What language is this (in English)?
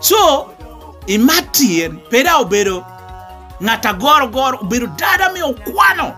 Lango (Uganda)